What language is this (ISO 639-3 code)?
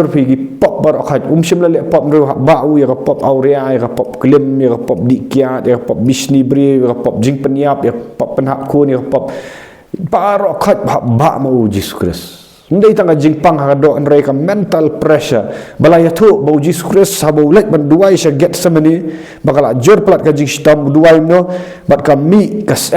kha